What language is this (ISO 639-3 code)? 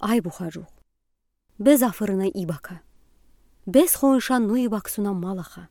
udi